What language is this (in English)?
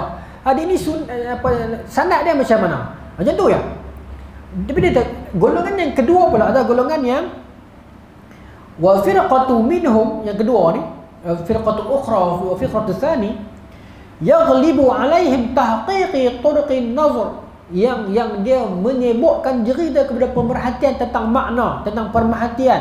Malay